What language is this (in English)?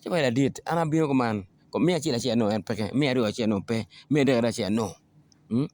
Acoli